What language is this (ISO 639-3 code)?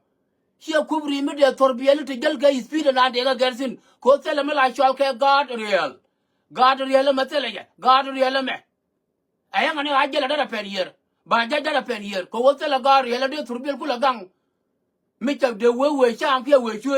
nus